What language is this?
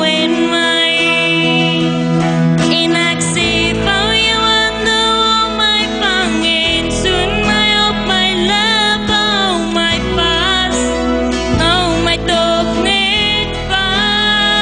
Afrikaans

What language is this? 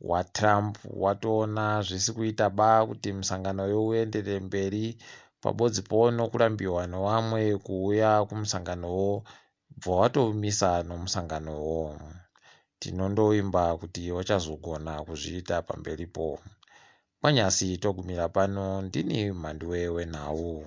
Ndau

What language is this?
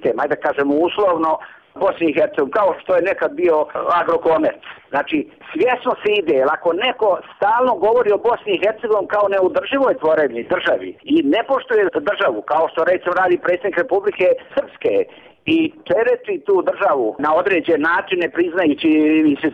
Bosnian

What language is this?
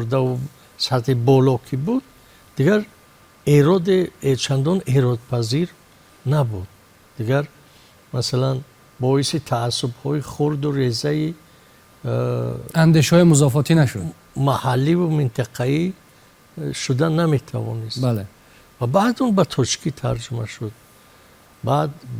Tajik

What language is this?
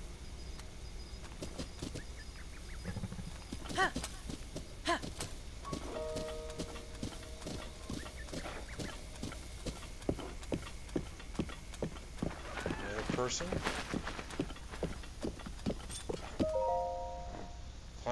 English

